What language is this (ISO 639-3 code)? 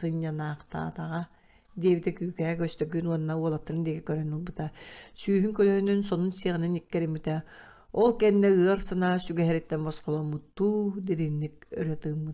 sah